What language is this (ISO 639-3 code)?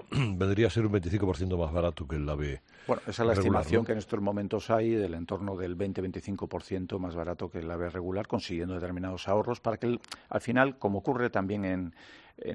spa